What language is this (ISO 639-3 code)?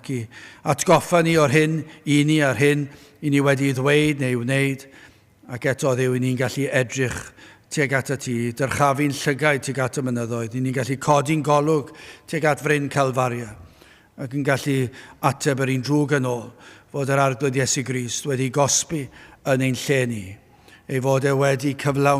cym